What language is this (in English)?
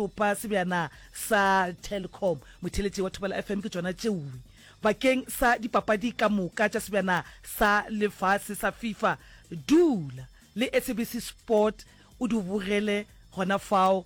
Northern Sotho